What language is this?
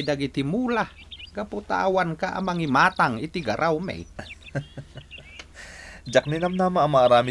Iloko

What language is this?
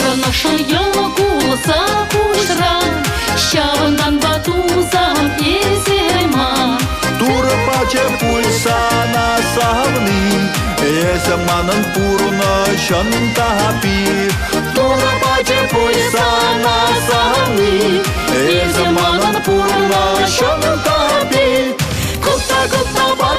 Chuvash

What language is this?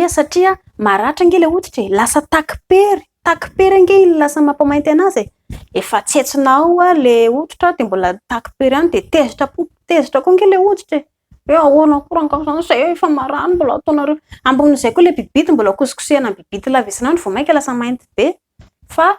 Malagasy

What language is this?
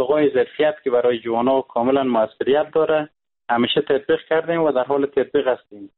Persian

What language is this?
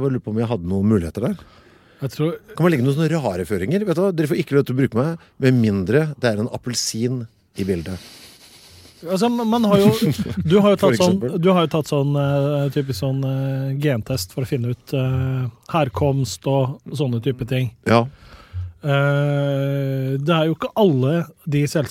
Norwegian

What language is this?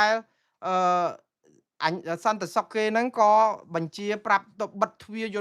Khmer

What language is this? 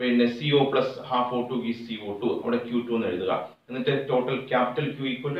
Malayalam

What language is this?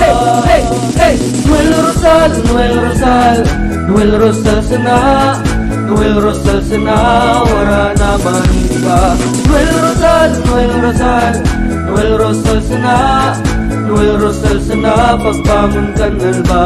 Bikol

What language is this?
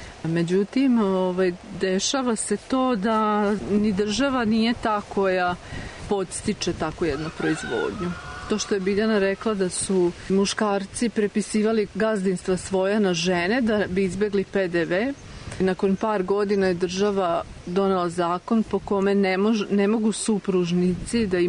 Serbian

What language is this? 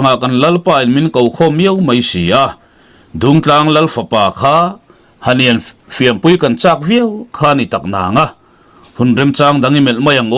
Mizo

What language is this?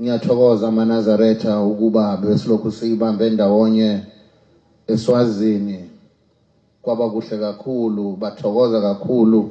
Zulu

